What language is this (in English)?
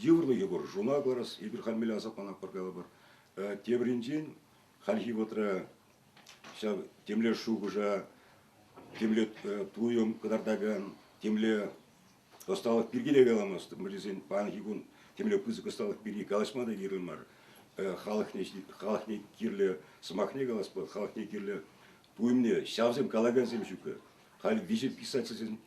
Chuvash